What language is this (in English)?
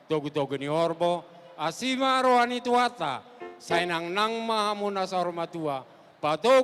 Batak Toba